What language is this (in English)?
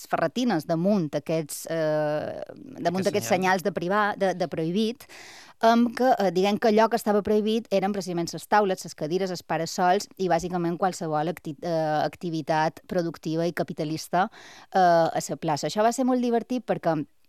Catalan